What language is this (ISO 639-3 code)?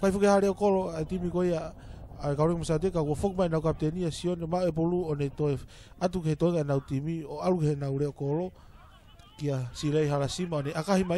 ton